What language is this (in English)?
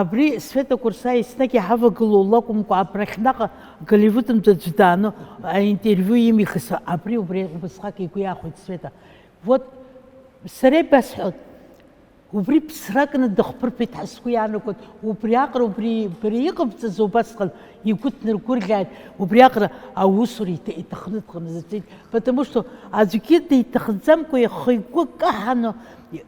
Abkhazian